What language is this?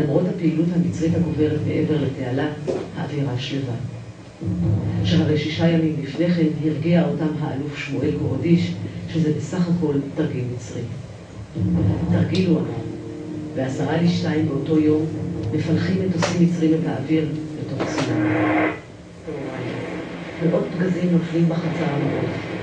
Hebrew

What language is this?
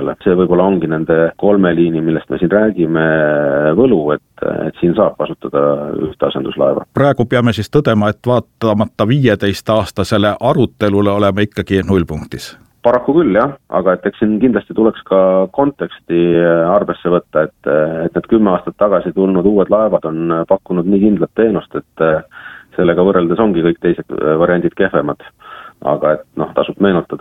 Estonian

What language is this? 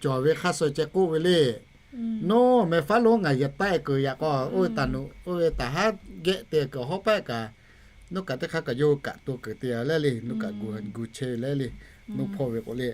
Lahu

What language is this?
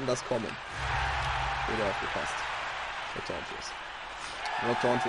German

